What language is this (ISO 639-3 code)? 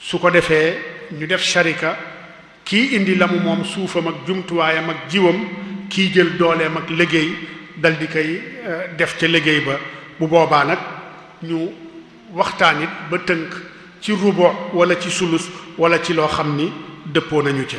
wol